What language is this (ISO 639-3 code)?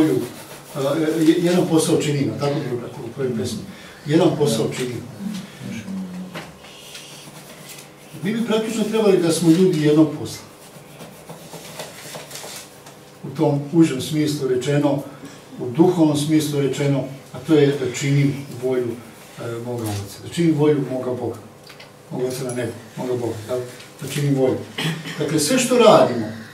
srp